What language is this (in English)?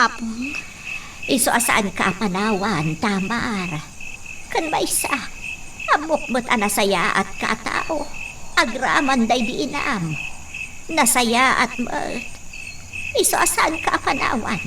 Iloko